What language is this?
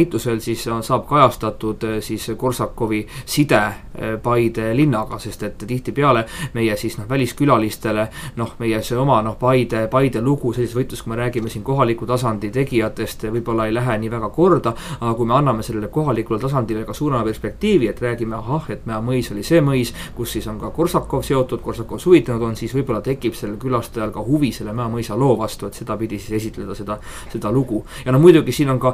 Estonian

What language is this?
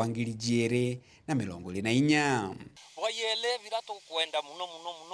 Meru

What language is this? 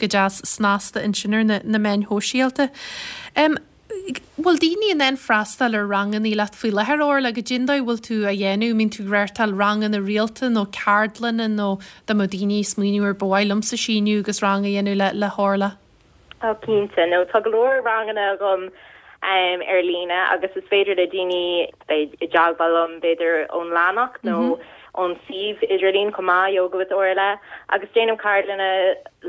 Irish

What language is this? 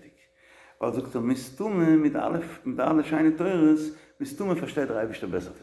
Yiddish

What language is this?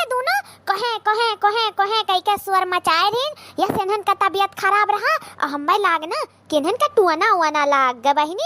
Awadhi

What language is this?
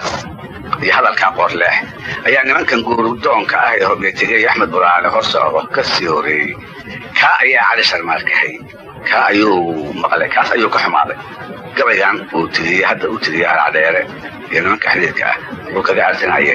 Somali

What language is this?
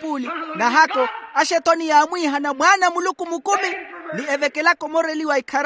Makhuwa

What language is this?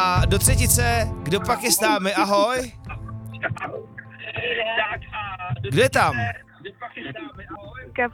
Czech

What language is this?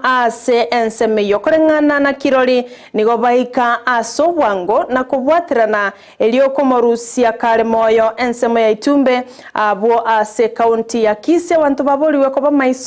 Gusii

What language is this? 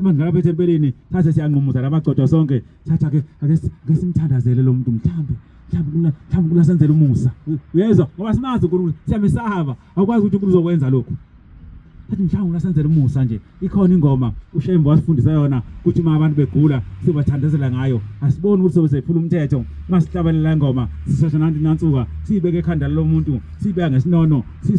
Zulu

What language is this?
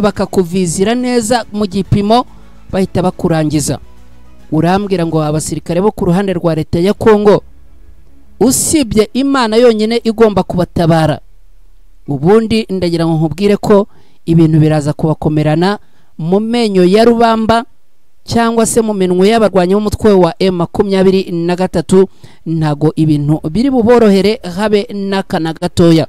Kinyarwanda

